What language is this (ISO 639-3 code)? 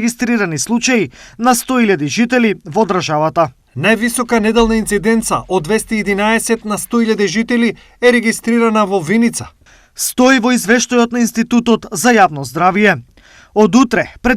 mkd